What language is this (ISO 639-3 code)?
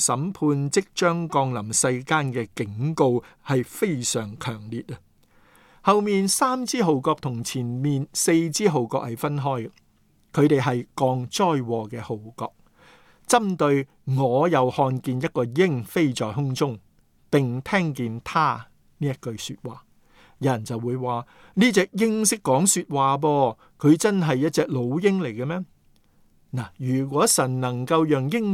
yue